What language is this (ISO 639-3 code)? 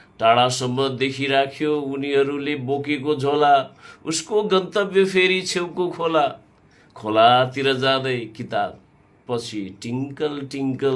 nep